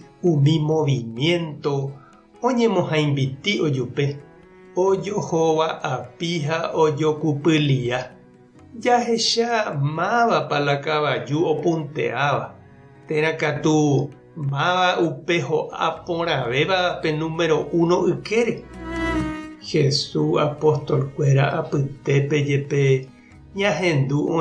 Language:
Guarani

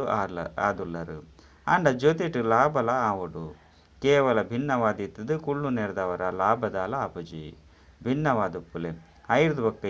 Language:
Tulu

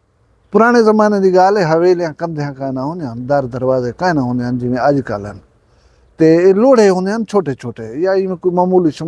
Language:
Saraiki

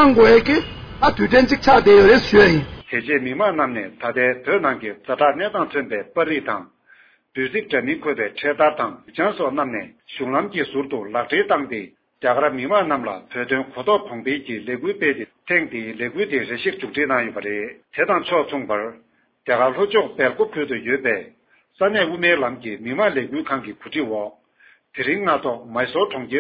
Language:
Tibetan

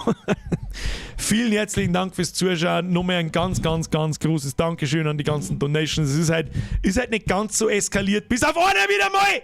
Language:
Bavarian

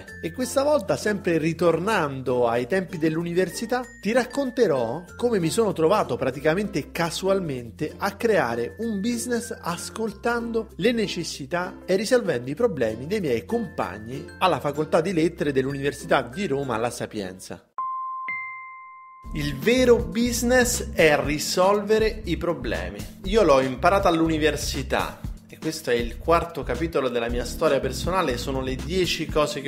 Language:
Italian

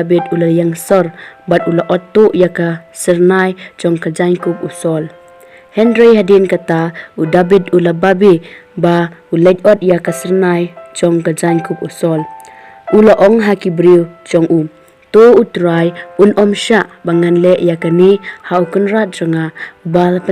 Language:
Khasi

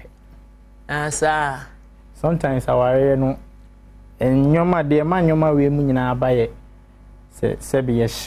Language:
Akan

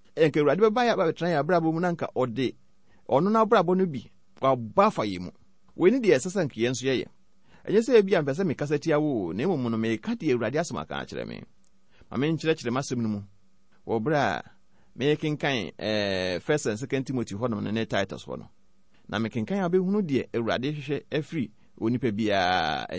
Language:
Akan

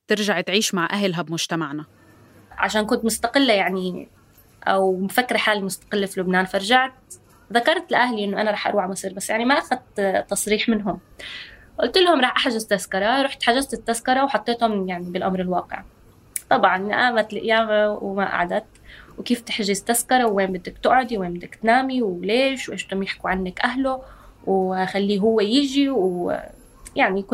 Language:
North Levantine Arabic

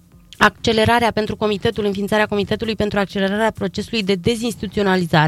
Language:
Romanian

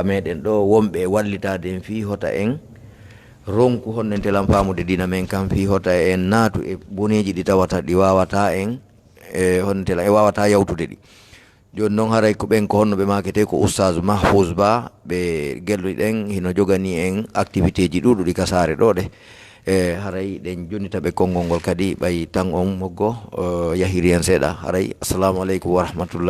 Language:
Fula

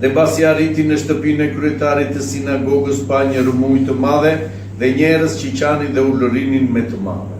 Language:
Albanian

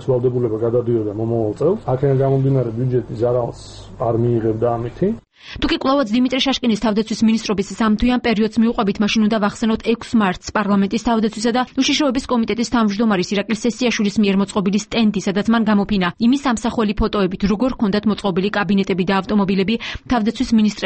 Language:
Georgian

